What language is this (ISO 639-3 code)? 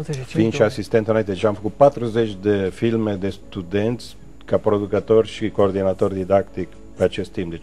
ron